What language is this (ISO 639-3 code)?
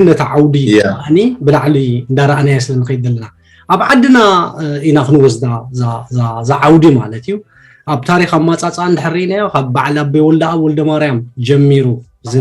tir